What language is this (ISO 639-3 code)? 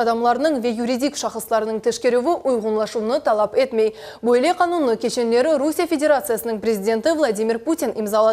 crh